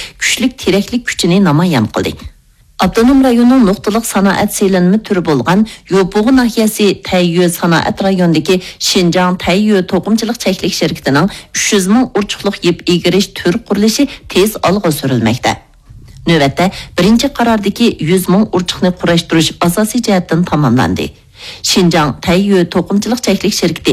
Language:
Uyghur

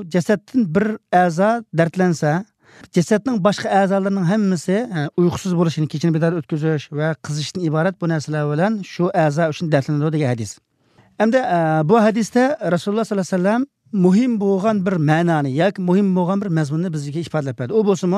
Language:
Uyghur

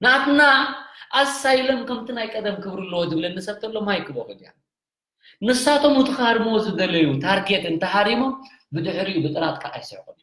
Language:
Tigrinya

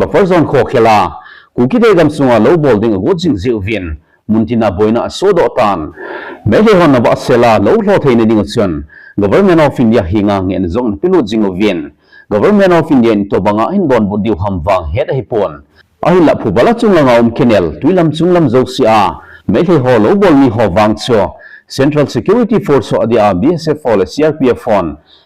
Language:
Thado Chin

